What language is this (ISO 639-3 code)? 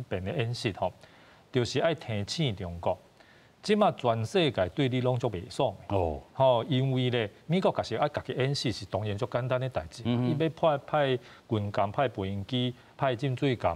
nan